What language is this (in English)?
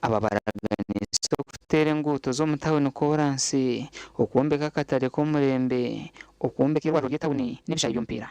Nyankole